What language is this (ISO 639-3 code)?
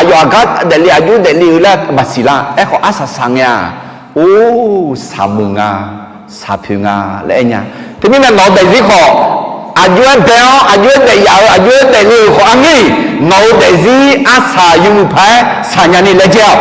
ahk